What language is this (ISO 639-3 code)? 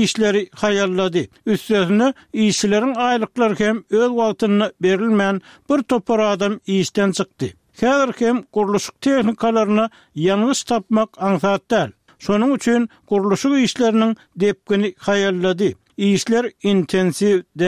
tuk